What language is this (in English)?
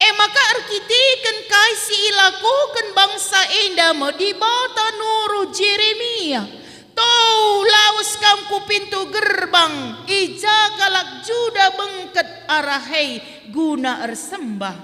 Batak Karo